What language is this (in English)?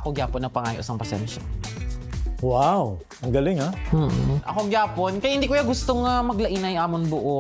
Hiligaynon